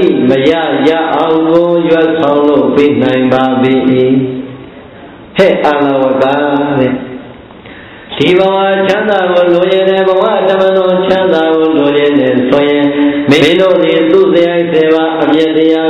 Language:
Burmese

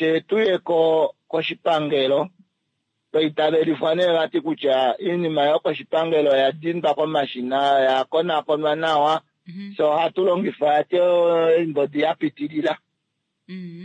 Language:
Kuanyama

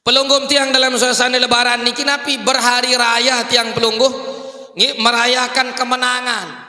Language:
Sasak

